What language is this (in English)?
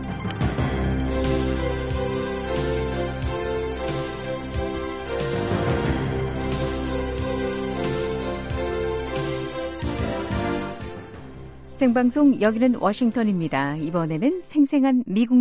Korean